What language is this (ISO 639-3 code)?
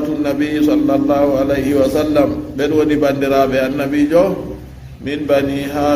ful